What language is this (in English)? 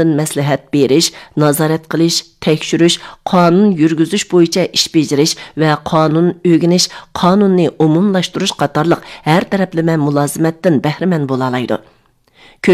Uyghur